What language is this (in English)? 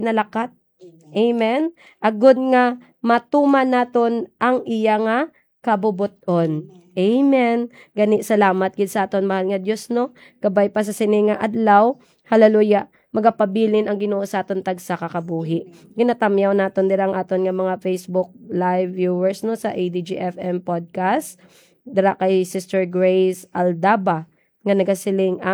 Hiligaynon